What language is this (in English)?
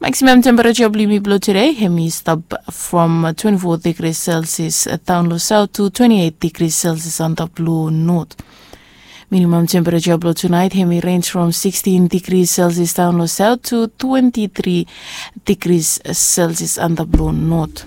Bislama